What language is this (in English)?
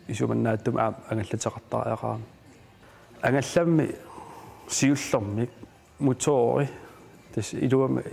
Kalaallisut